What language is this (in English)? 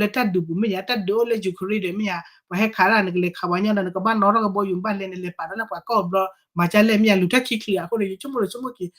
S'gaw Karen